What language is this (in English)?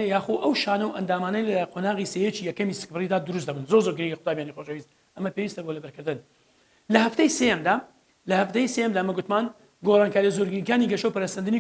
Central Kurdish